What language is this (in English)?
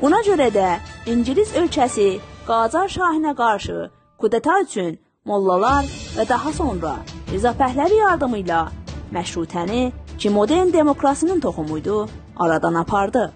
South Azerbaijani